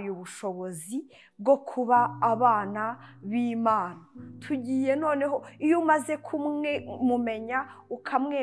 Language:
Kinyarwanda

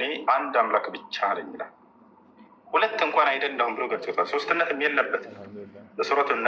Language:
Amharic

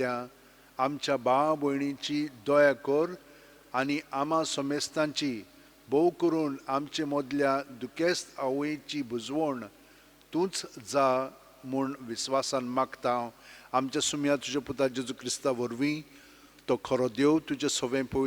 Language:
Konkani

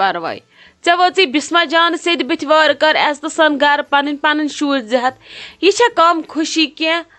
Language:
Kashmiri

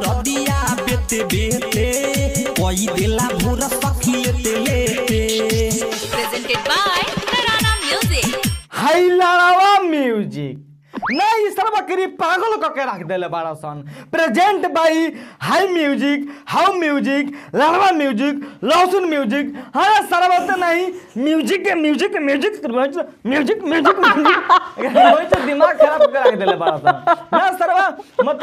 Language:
Bhojpuri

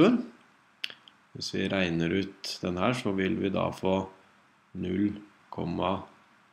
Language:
Norwegian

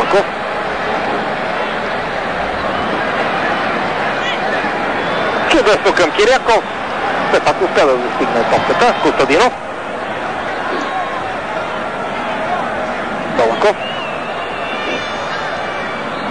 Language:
Bulgarian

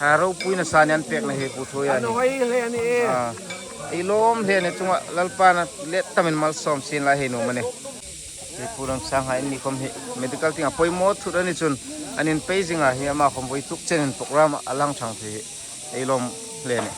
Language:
Hmar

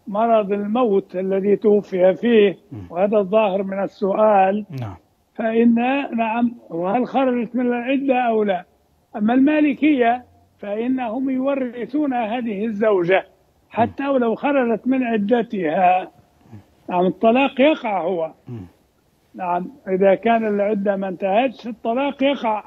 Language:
Arabic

